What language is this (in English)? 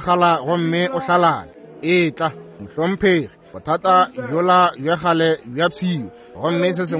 Northern Sotho